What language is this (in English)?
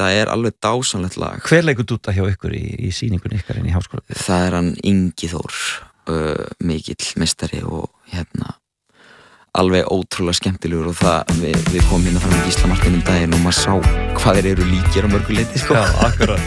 Icelandic